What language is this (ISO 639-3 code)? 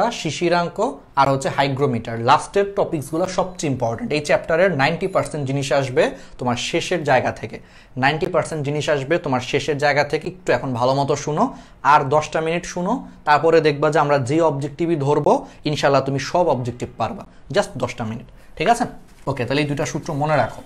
ben